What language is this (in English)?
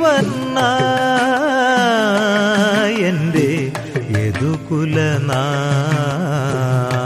Malayalam